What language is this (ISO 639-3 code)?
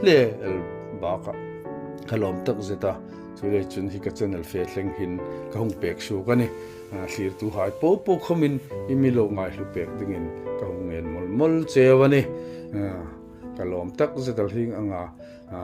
hmr